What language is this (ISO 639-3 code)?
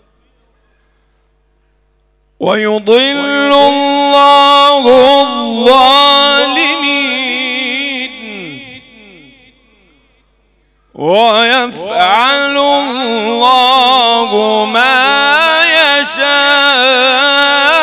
ara